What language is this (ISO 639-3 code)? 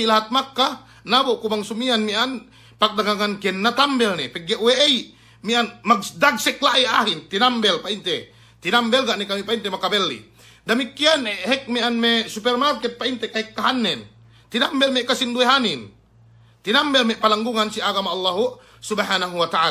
yka